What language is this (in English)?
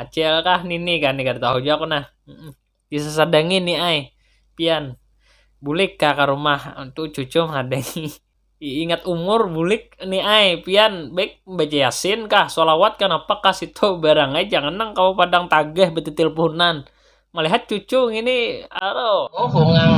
Banjar